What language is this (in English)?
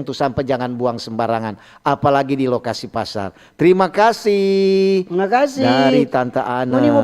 Manado Malay